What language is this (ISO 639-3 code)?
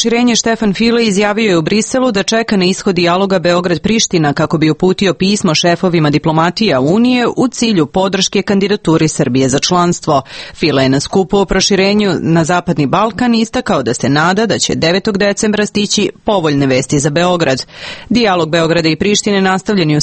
srp